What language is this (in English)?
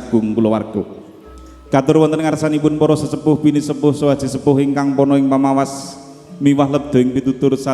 Javanese